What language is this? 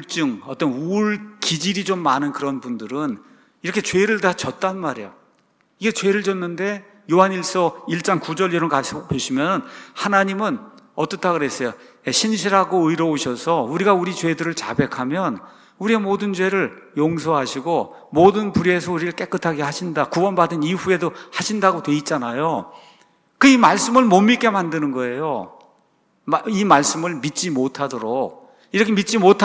Korean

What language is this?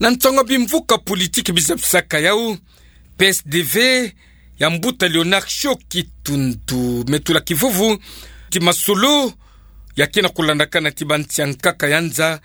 Kituba (Democratic Republic of Congo)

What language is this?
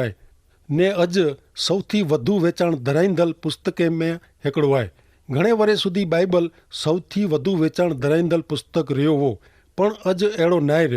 Kachhi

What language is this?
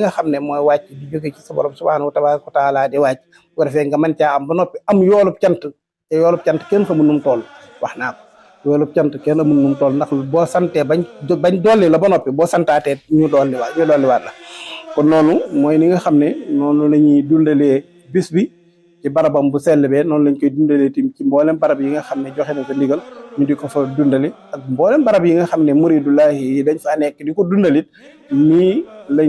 Wolof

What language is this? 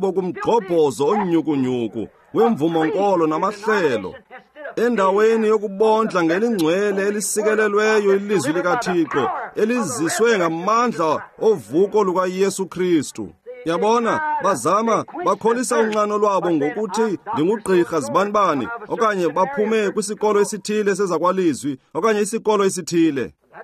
Xhosa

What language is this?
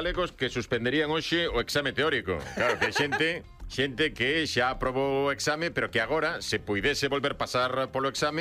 Galician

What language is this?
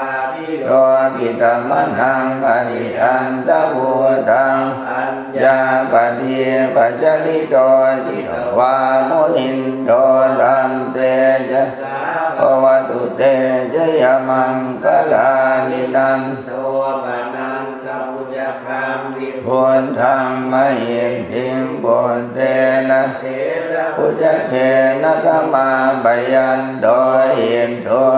Pali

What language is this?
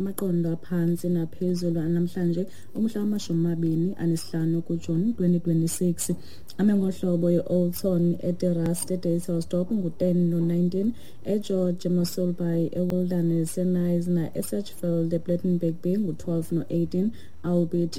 Xhosa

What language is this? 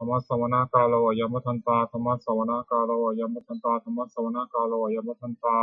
Pali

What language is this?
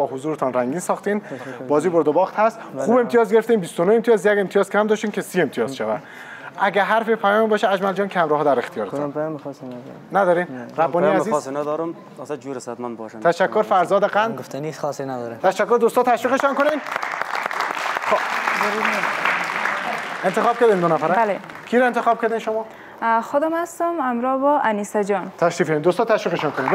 Persian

